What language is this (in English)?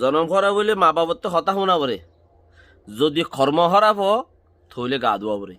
Rohingya